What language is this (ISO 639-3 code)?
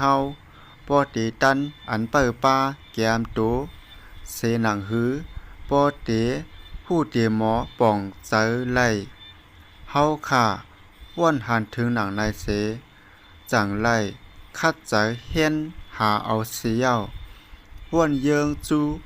shn